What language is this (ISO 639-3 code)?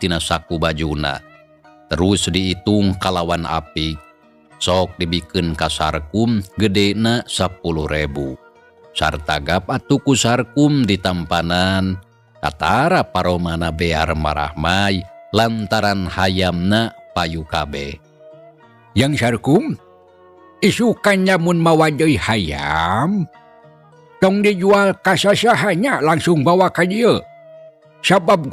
sun